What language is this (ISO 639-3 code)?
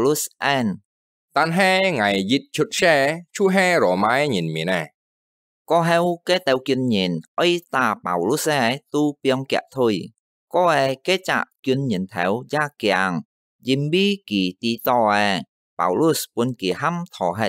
hak